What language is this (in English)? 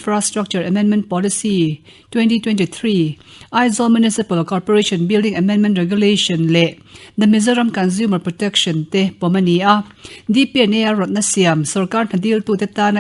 Mizo